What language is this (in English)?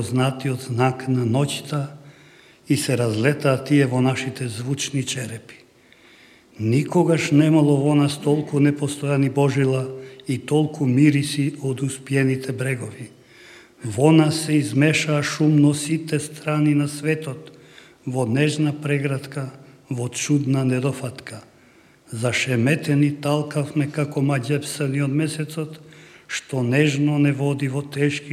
Macedonian